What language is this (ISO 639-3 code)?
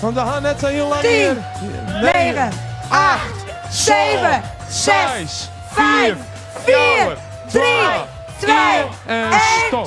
fry